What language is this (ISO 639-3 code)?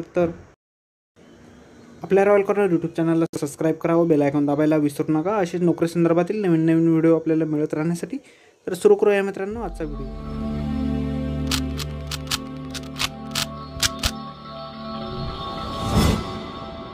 mar